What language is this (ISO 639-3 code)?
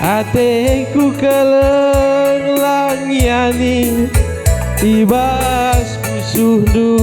btx